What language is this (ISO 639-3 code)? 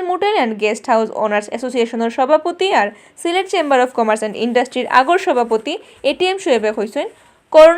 syl